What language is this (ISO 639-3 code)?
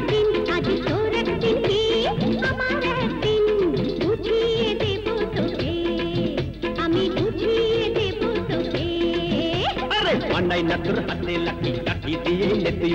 ben